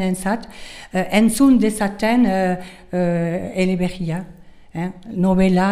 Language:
Basque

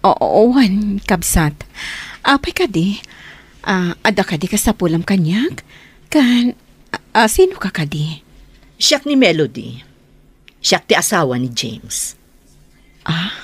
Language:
Iloko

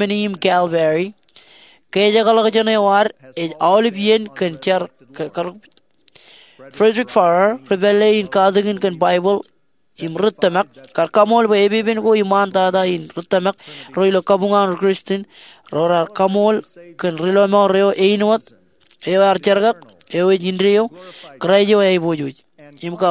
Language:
Marshallese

